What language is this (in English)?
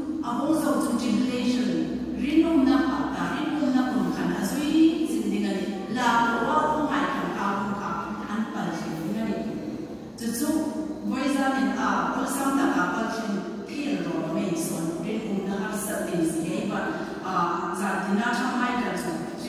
Hmar